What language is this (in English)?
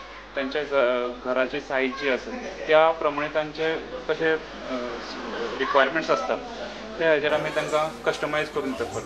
Konkani